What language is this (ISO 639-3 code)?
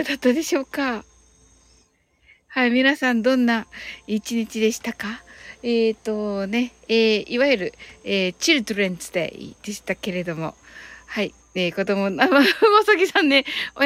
jpn